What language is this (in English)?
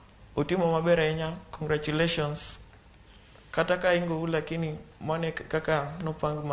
Luo (Kenya and Tanzania)